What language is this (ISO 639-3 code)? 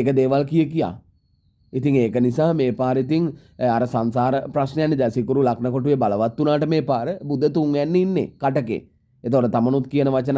sin